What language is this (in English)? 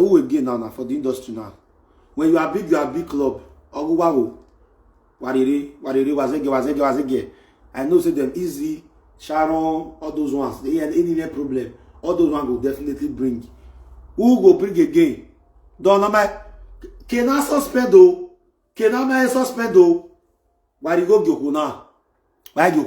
Nigerian Pidgin